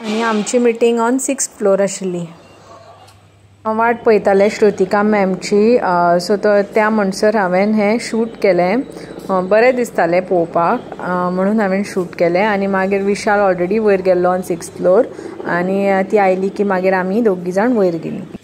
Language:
Konkani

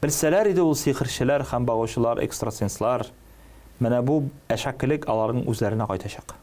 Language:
Tatar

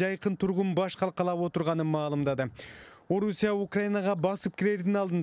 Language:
Kyrgyz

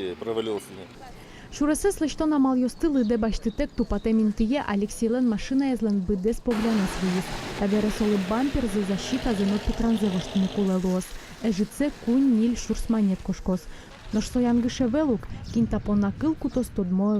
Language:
Udmurt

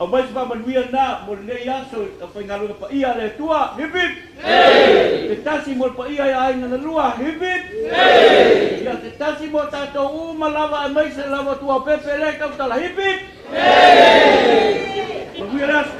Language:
Samoan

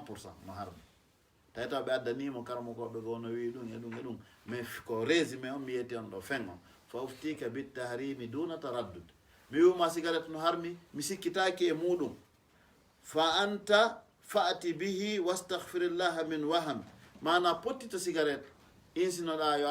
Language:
Fula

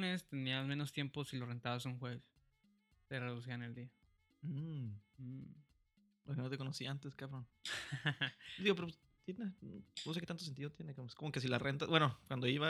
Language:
Spanish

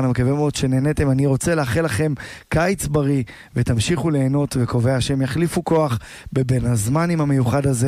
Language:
Hebrew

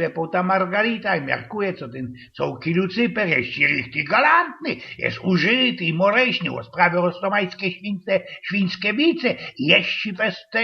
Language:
Silesian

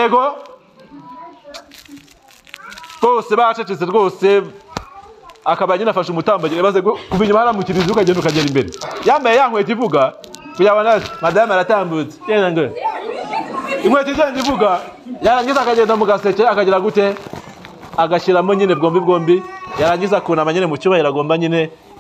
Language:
Kinyarwanda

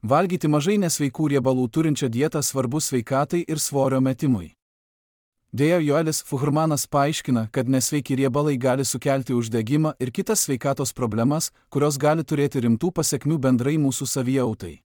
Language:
Lithuanian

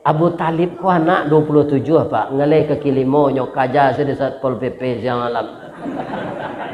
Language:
Minangkabau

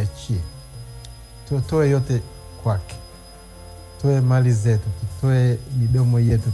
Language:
Swahili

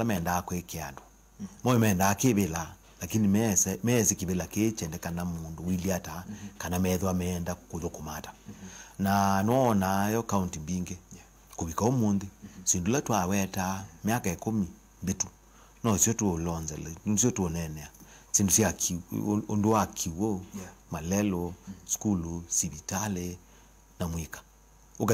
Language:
Kamba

